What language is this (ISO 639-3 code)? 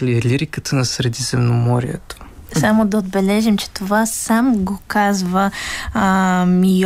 bul